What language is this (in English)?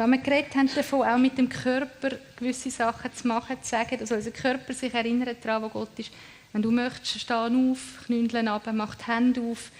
Swiss German